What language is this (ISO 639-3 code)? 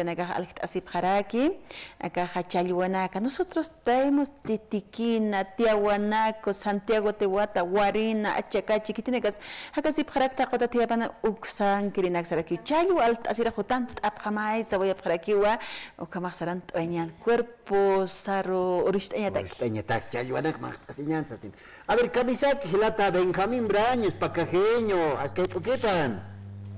aym